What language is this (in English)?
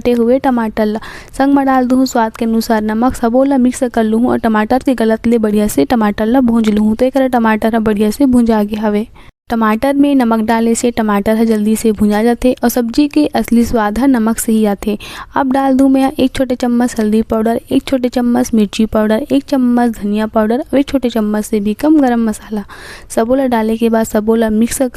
Chhattisgarhi